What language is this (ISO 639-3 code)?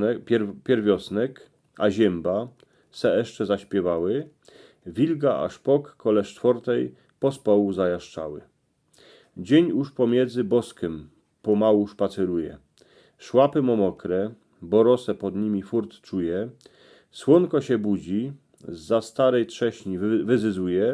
szl